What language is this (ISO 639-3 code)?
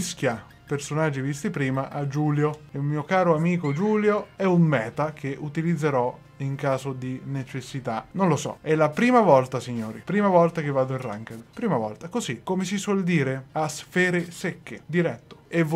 ita